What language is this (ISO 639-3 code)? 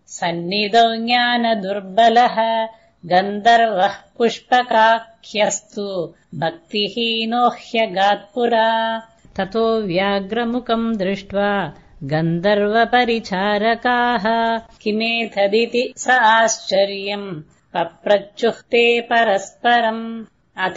san